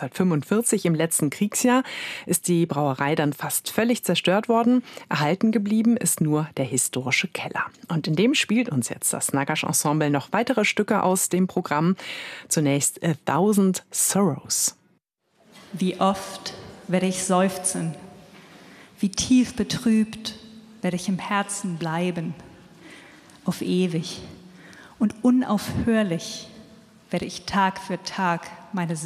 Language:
German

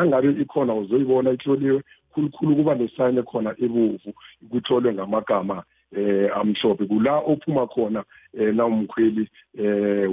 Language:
South Ndebele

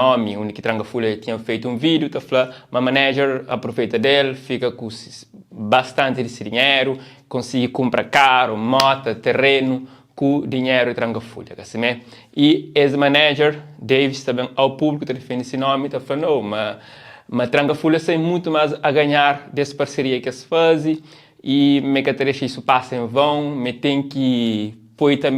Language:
Kabuverdianu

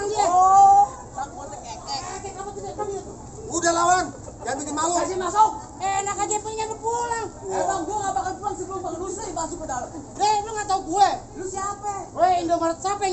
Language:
Betawi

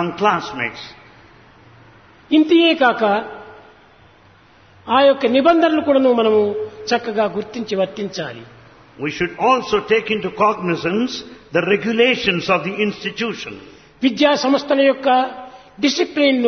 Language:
Telugu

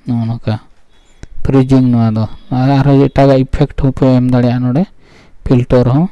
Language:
Santali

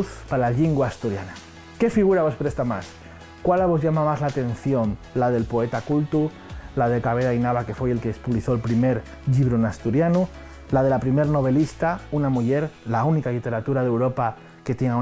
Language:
Asturian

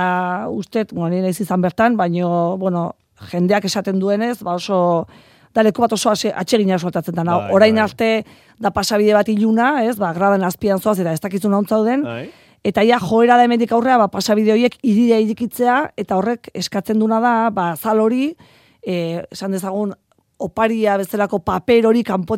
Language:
Basque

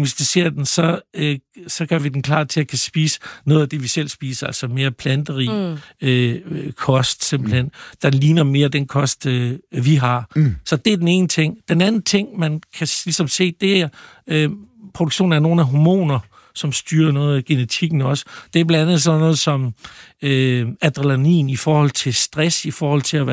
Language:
Danish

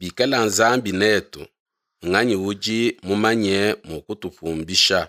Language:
Luba-Lulua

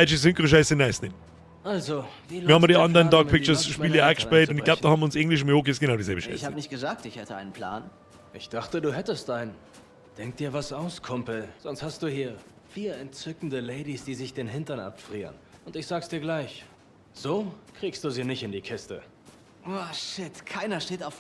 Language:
Bavarian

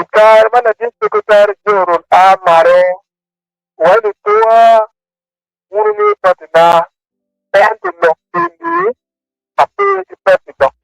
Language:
Acoli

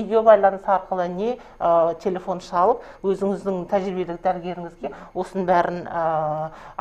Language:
Kazakh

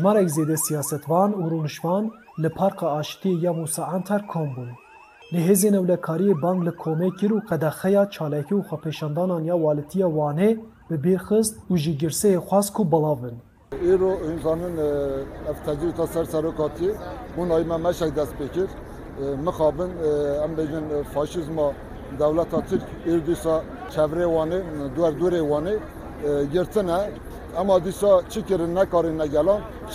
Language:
Kurdish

